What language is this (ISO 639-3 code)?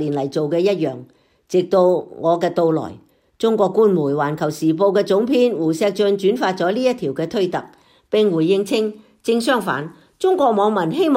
yue